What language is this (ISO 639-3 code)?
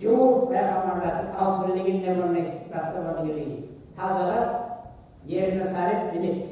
kum